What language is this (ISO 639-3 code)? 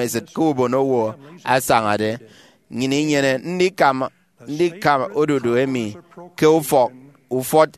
efi